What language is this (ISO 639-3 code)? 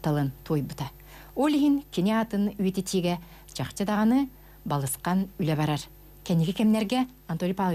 sah